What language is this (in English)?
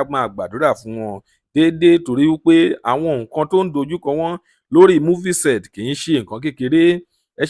Yoruba